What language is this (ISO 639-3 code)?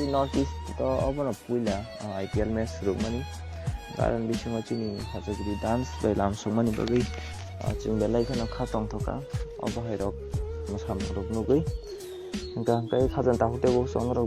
trp